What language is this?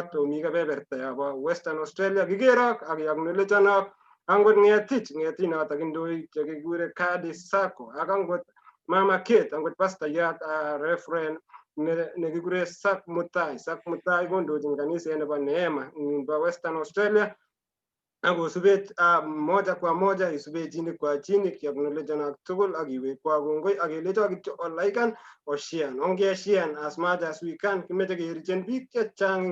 Kalenjin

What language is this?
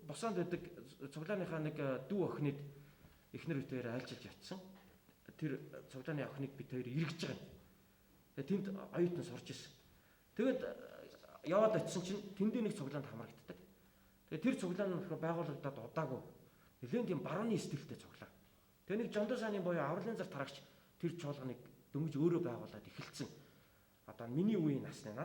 Mongolian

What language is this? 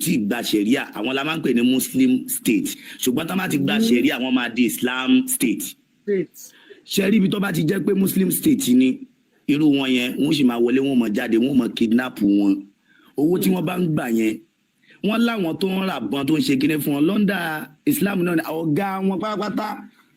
Yoruba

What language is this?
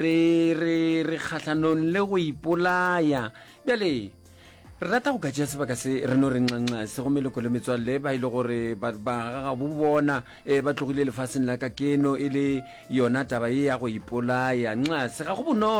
Northern Sotho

